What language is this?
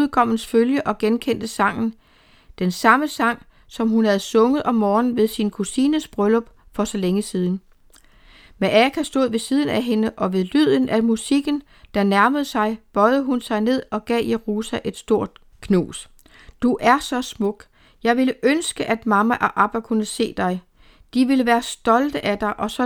Danish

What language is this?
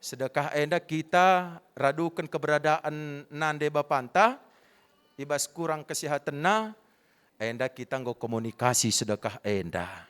Batak Karo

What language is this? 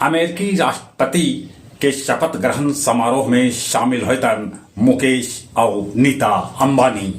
Magahi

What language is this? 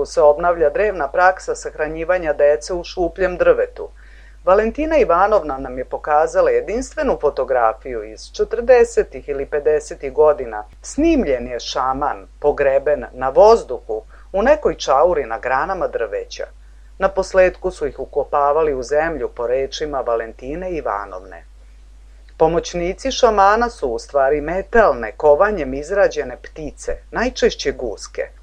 Serbian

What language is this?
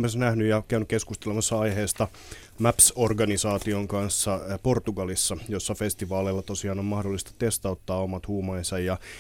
Finnish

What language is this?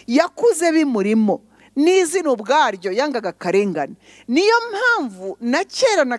Kinyarwanda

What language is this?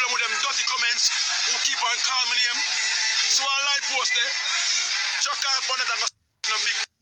Jamaican Creole English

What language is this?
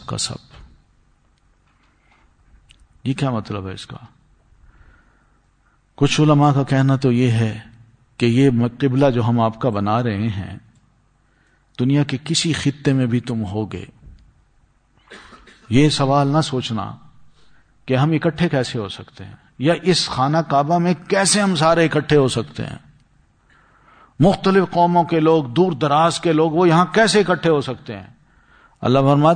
Urdu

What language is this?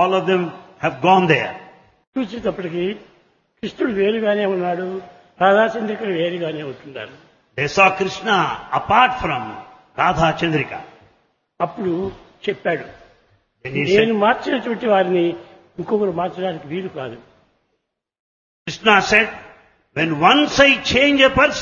Telugu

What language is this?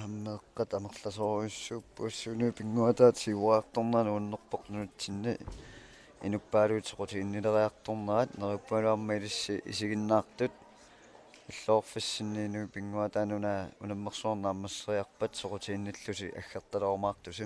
Kalaallisut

